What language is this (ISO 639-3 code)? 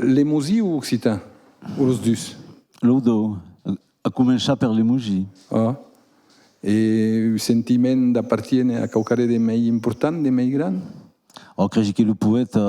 oci